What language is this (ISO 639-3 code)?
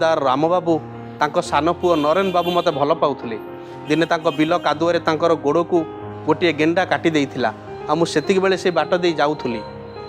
ori